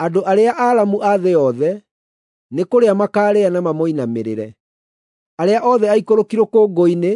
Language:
Kikuyu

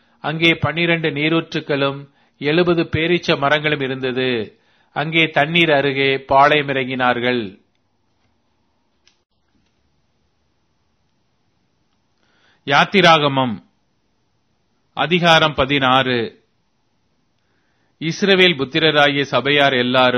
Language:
Tamil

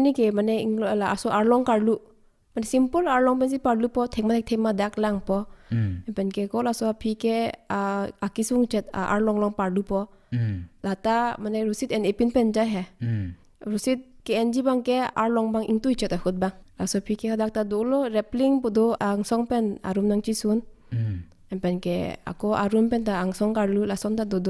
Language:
Karbi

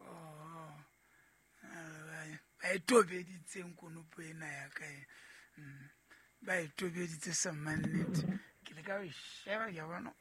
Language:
Southern Sotho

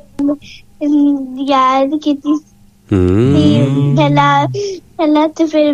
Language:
Punjabi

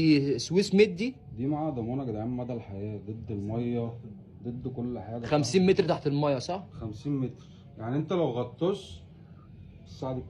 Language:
Egyptian Arabic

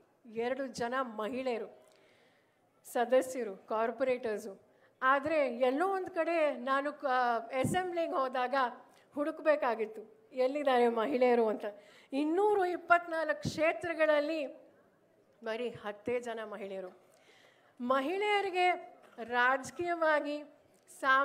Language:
Kannada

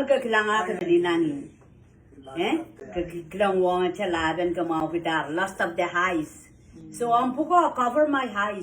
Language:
Pohnpeian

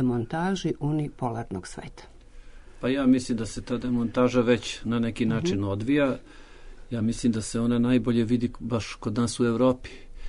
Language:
Serbian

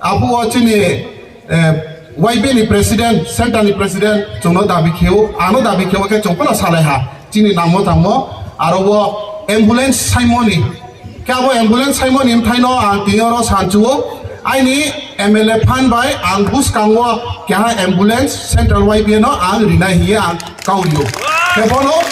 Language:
Riang (India)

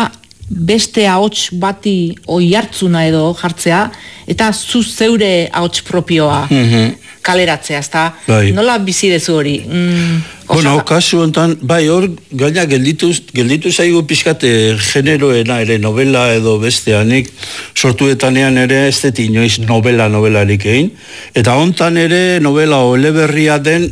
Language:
Basque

